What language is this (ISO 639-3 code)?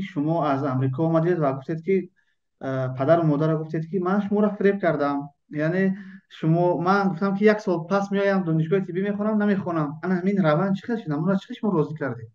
tgk